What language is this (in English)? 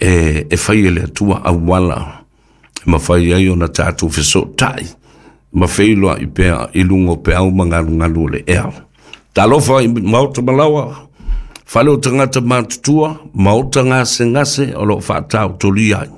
Samoan